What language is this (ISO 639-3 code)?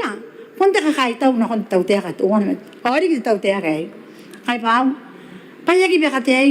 gil